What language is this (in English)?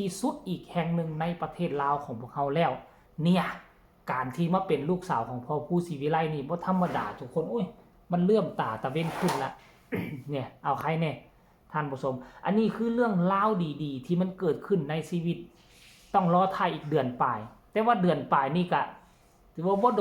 Northeastern Thai